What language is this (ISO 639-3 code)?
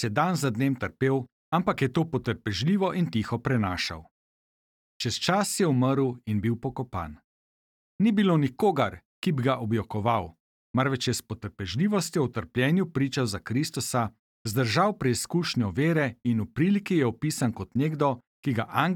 slv